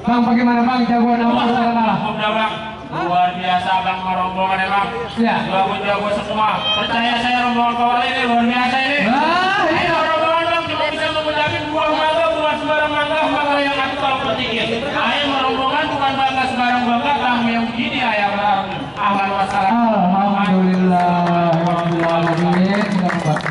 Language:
Betawi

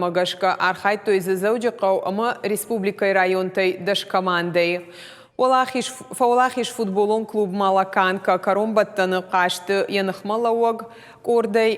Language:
Ossetic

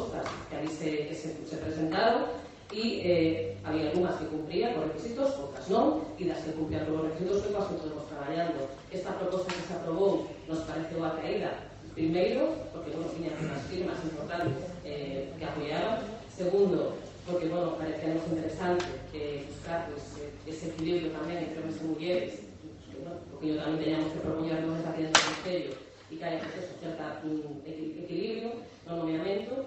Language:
Galician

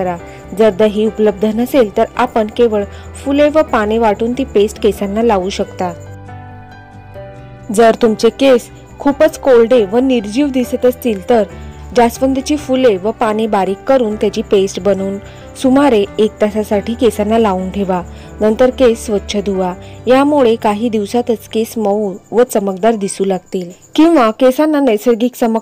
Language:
Marathi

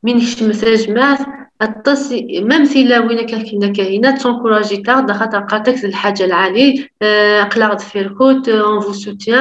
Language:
Kabyle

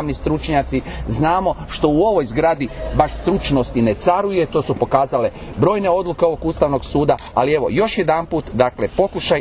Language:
Croatian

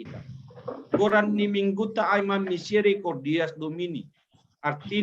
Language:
Batak Simalungun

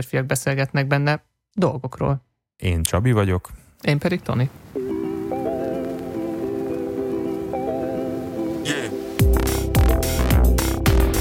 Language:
Hungarian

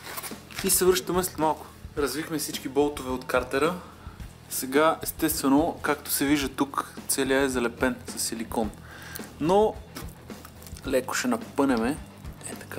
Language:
Bulgarian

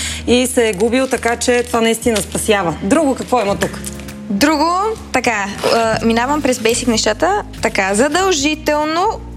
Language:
Bulgarian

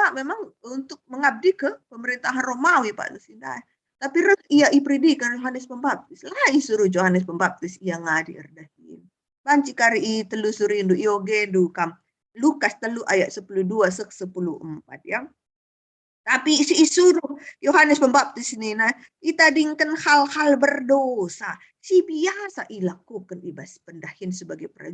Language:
Batak Karo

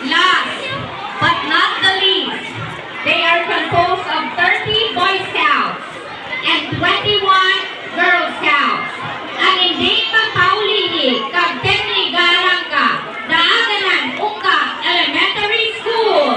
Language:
Hiligaynon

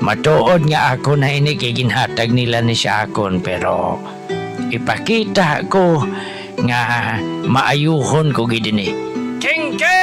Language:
Hiligaynon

